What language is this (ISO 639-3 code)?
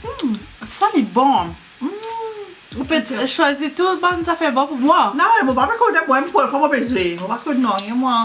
mfe